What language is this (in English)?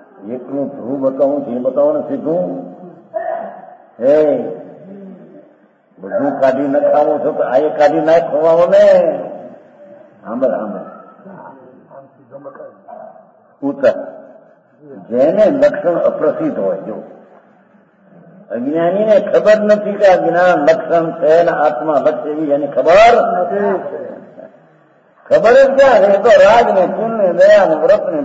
Gujarati